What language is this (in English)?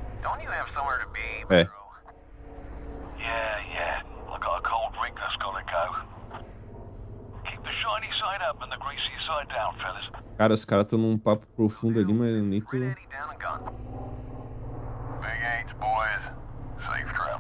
Portuguese